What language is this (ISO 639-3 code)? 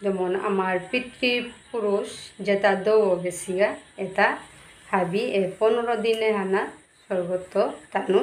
bpy